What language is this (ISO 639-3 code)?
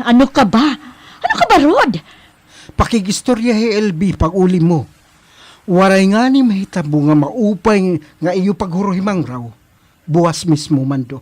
war